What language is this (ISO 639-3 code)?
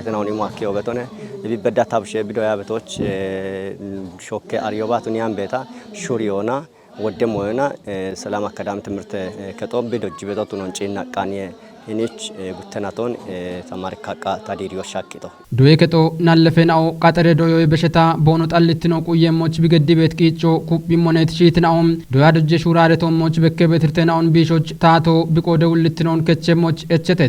kbr